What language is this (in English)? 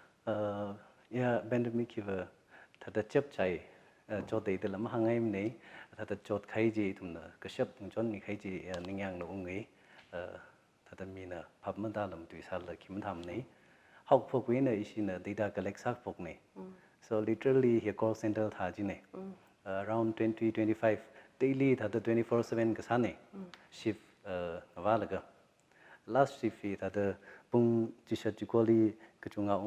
Tangkhul Naga (India)